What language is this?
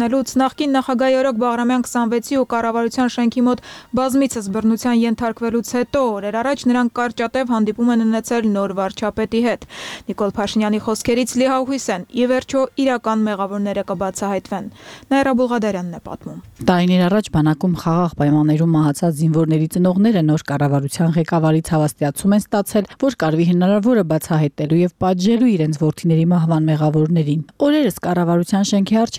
Armenian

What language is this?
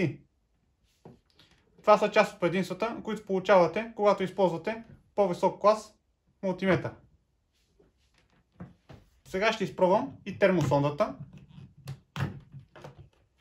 Bulgarian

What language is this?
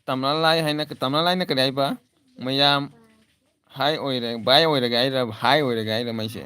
Manipuri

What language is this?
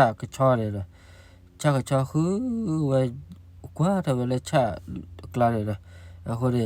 S'gaw Karen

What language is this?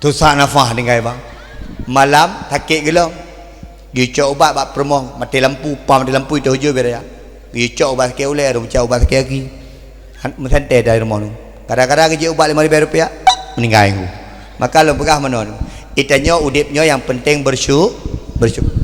Achinese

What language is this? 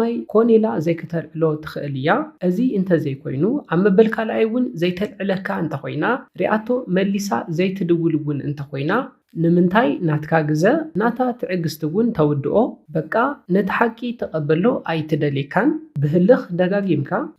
Tigrinya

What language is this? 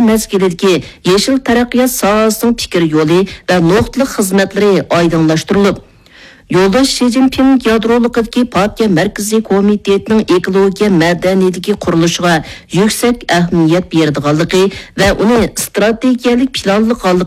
Uyghur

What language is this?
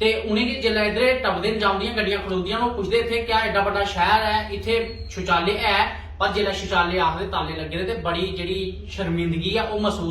Dogri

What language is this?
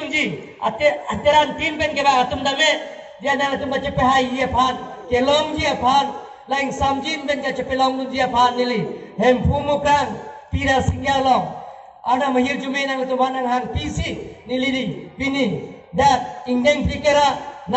Karbi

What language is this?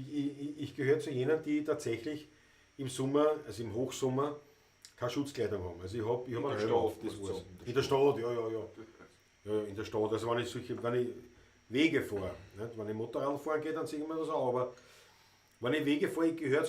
Bavarian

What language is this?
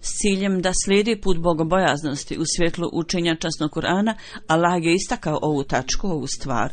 Bosnian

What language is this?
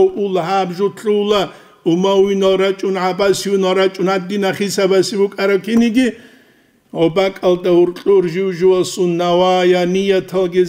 Avaric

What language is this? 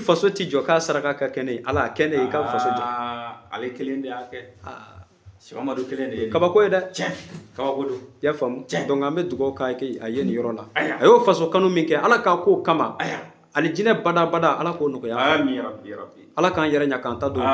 Bambara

